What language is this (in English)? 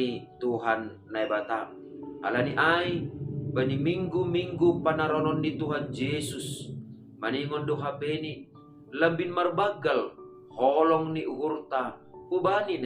Batak Simalungun